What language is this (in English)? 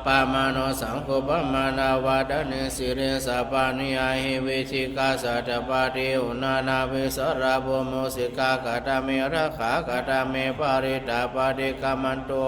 Pali